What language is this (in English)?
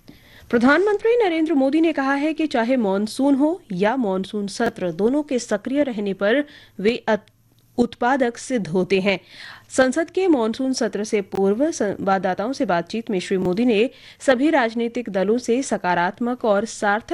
Hindi